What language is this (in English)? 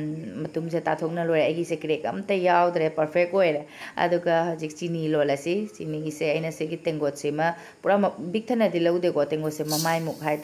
Manipuri